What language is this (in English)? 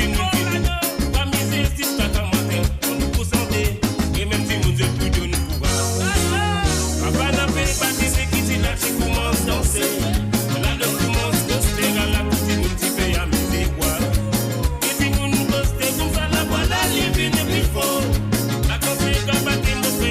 Morisyen